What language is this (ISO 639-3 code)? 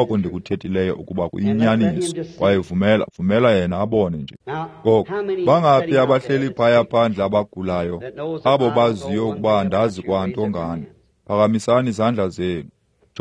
xho